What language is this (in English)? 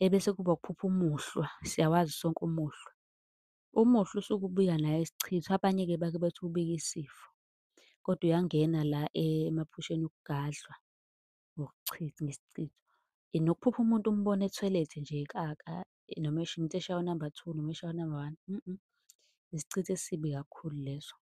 Zulu